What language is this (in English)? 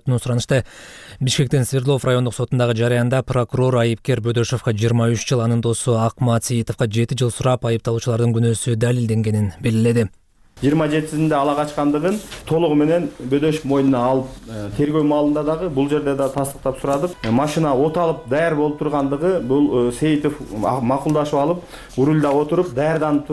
Kyrgyz